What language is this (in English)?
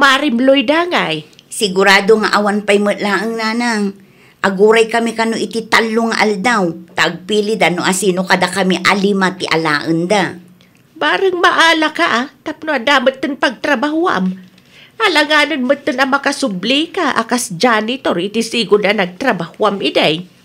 Iloko